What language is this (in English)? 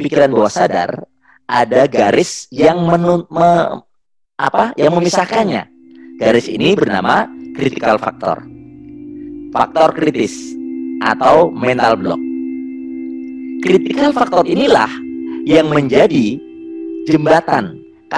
Indonesian